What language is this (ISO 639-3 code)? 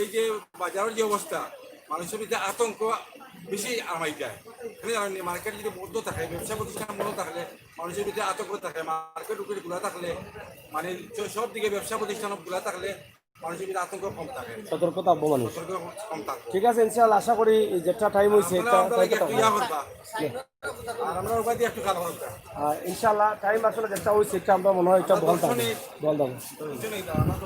syl